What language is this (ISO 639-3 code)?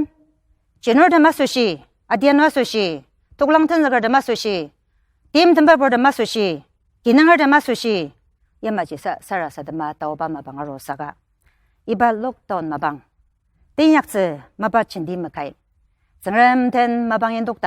njo